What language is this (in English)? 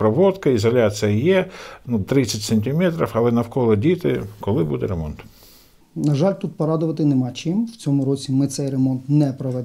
Ukrainian